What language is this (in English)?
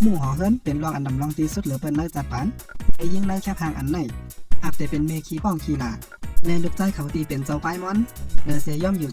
Shan